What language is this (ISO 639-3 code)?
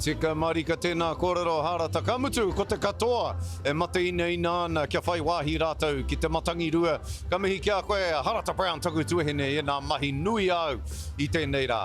mri